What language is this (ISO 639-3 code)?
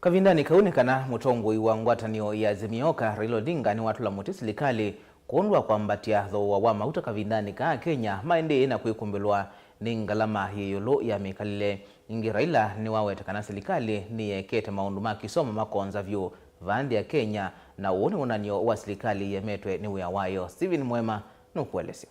kam